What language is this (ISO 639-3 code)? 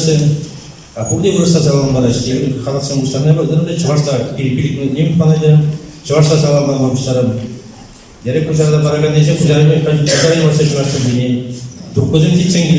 chv